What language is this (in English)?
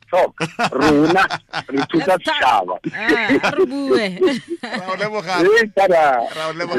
Tswana